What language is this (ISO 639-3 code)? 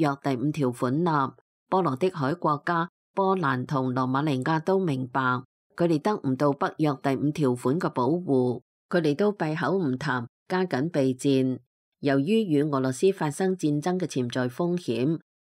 yue